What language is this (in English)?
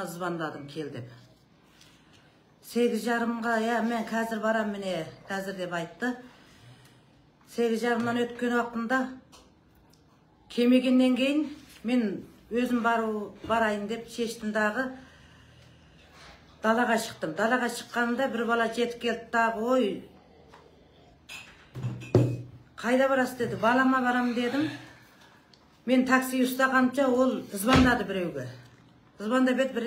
Kazakh